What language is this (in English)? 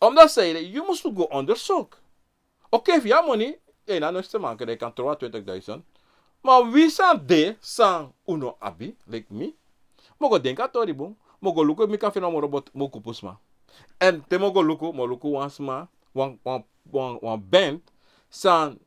Sranan Tongo